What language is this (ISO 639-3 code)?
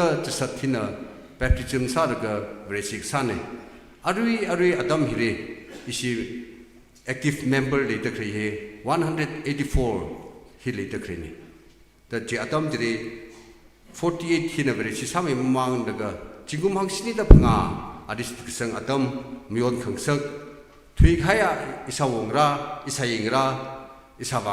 nmf